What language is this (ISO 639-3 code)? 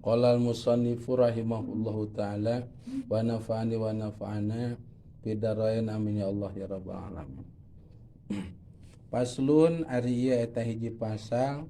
sun